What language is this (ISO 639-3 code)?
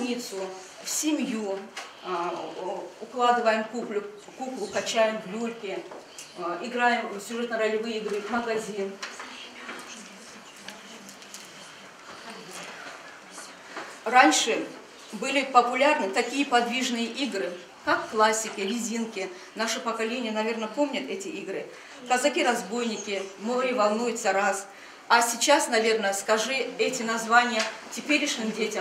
rus